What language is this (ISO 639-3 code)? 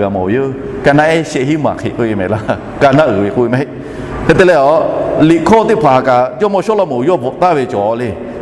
lhu